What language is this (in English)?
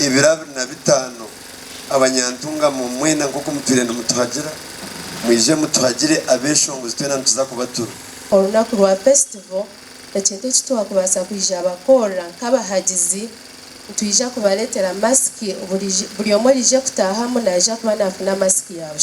Nyankole